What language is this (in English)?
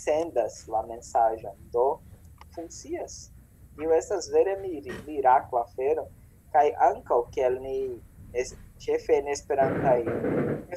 Esperanto